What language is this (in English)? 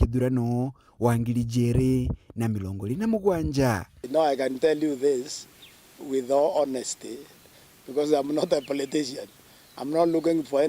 Meru